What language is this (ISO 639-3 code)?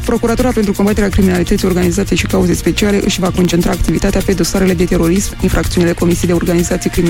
ron